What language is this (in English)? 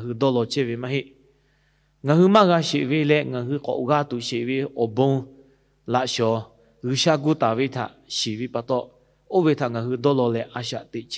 Lahu